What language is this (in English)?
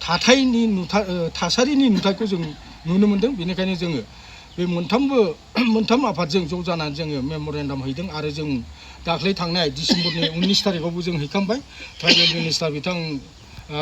Bodo